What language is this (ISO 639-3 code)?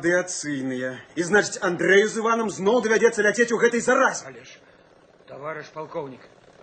bel